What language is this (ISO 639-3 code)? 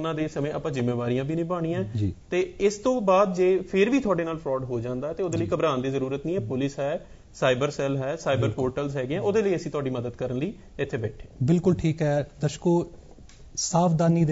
pan